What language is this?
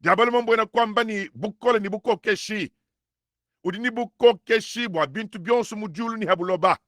Luba-Lulua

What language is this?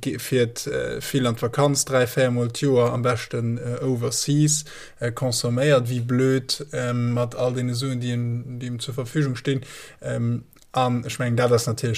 Luxembourgish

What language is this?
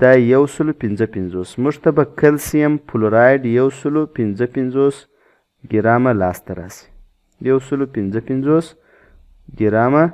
Pashto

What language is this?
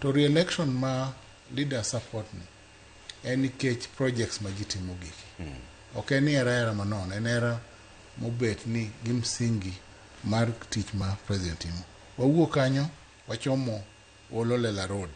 Luo (Kenya and Tanzania)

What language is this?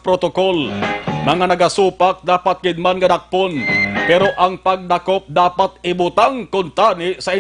Hiligaynon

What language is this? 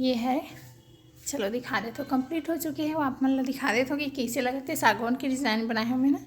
Chhattisgarhi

